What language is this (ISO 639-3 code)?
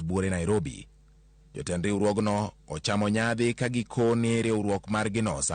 luo